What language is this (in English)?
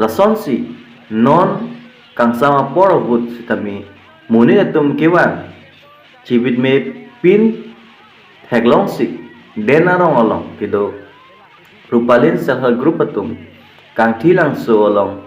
Karbi